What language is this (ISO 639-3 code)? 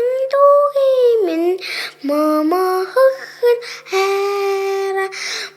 mon